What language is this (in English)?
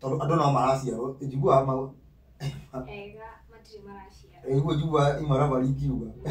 Kikuyu